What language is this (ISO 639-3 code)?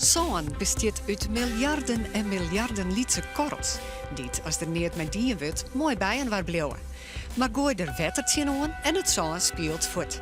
fry